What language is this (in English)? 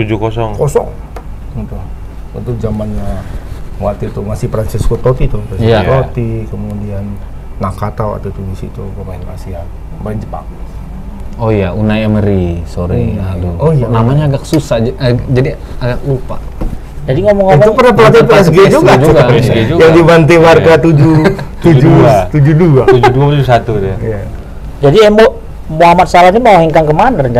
Indonesian